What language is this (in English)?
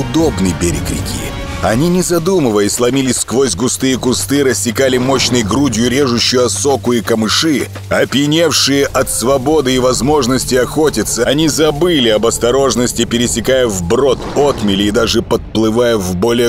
Russian